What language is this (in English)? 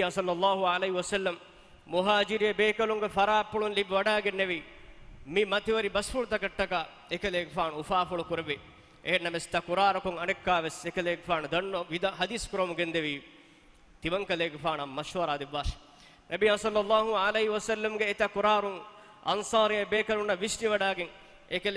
Divehi